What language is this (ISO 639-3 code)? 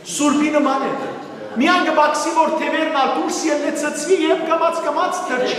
hyw